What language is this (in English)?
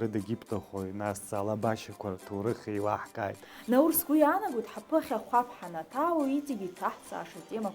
Abkhazian